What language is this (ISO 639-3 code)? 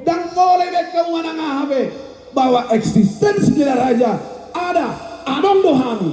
bbc